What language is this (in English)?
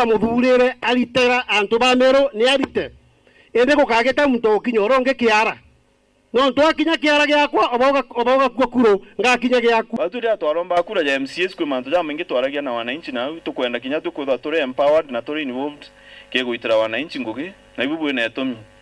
Meru